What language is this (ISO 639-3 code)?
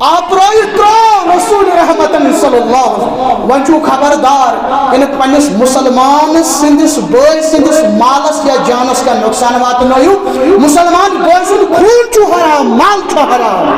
kas